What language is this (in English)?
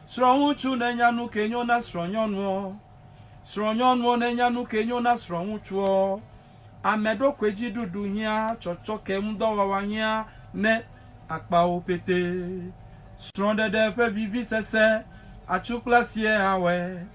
Ewe